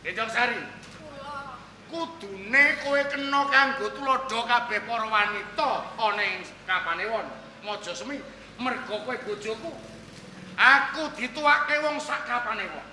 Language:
Javanese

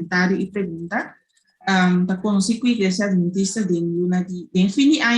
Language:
Papiamento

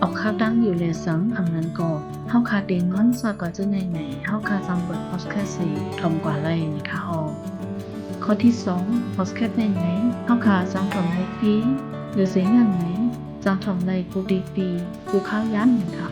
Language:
Shan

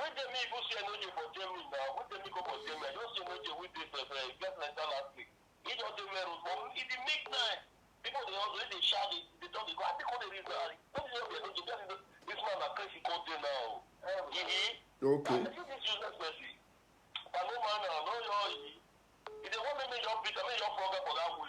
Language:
Nigerian Pidgin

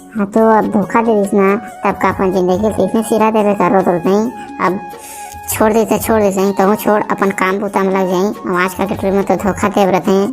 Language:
Chhattisgarhi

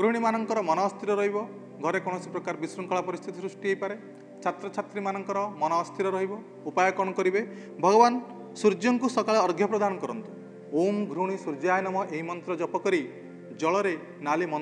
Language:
Odia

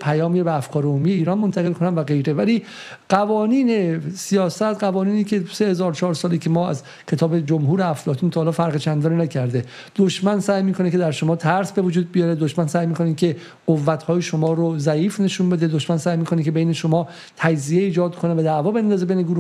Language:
Persian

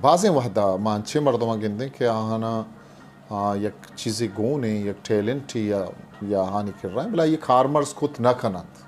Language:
Eastern Balochi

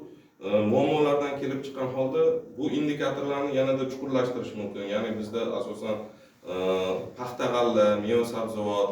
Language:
Uzbek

